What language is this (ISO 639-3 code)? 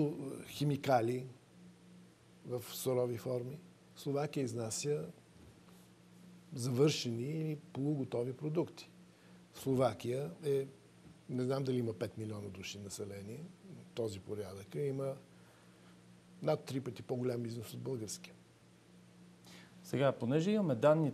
bul